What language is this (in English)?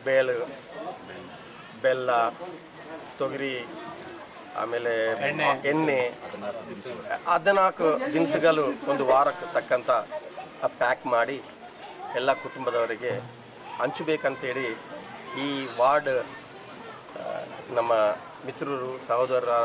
Kannada